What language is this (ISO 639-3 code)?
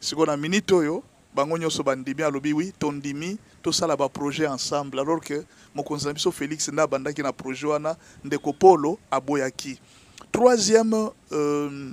lin